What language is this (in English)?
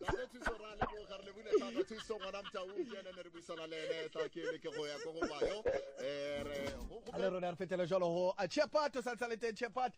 Tswana